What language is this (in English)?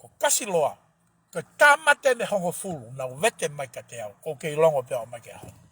Tongan